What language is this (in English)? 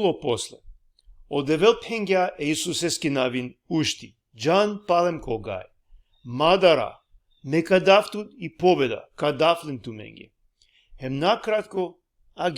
Balkan Romani